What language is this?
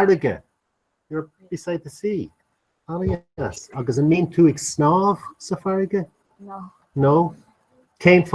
Irish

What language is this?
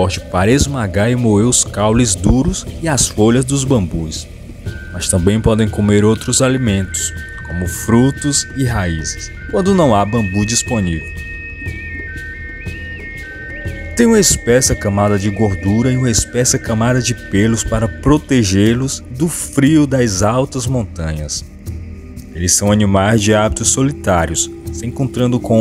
Portuguese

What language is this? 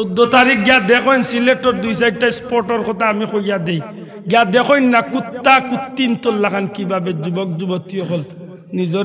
Sylheti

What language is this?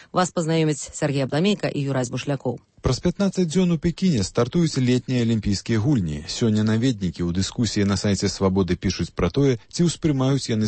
Belarusian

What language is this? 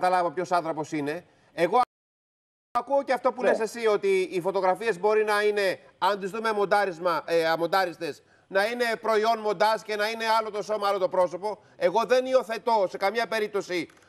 Greek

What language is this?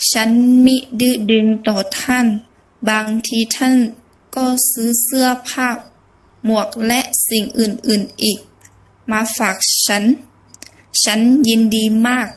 Shan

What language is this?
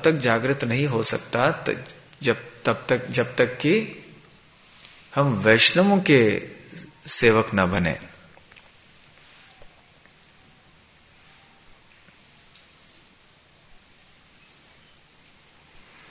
Hindi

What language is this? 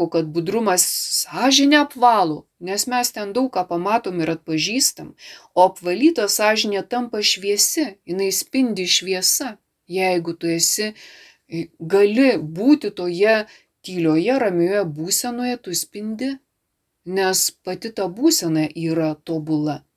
Lithuanian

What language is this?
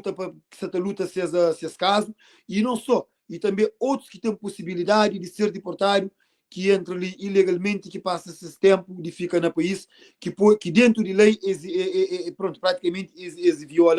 Kabuverdianu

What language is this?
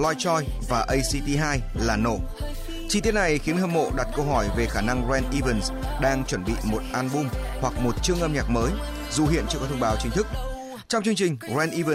Vietnamese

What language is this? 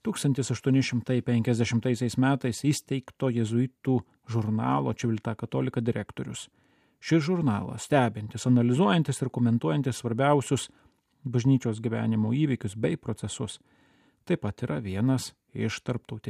Lithuanian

